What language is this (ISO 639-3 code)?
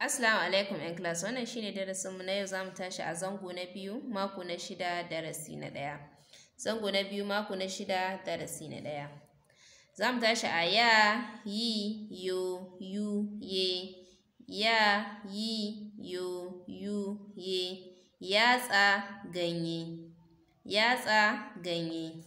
hau